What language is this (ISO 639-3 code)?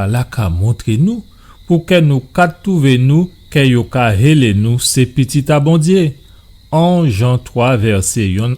gcf